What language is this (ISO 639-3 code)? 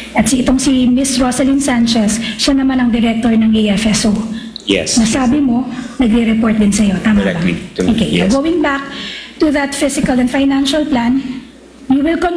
fil